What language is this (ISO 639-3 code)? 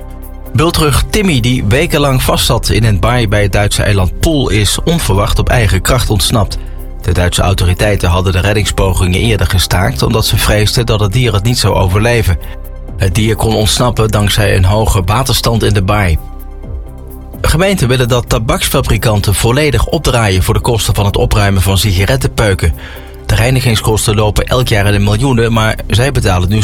nld